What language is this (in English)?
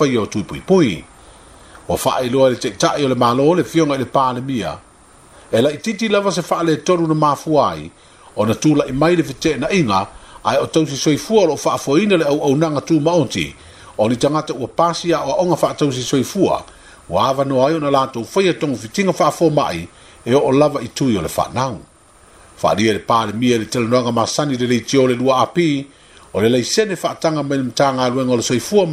Samoan